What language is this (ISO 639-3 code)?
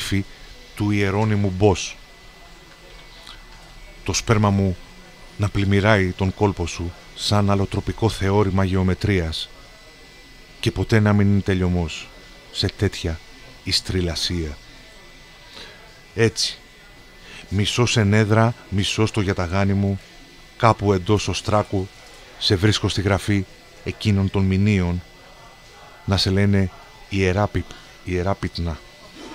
ell